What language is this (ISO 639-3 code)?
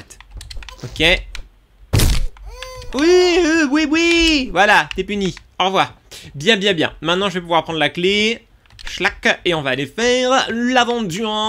fra